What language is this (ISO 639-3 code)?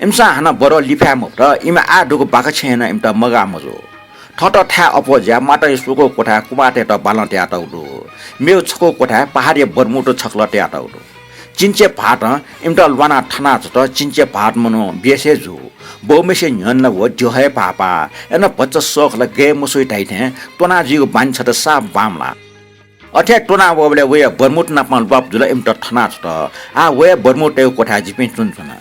new